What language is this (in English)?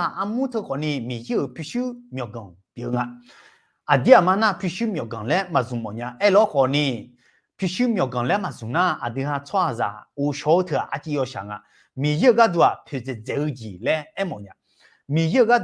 Akha